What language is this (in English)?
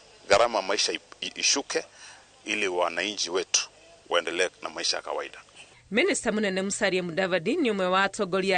Kikuyu